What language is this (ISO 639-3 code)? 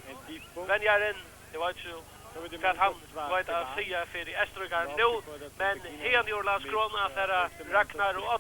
fao